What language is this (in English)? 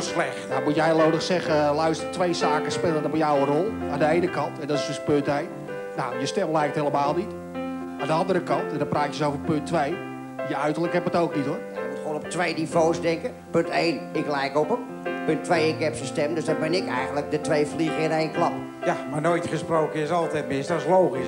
Dutch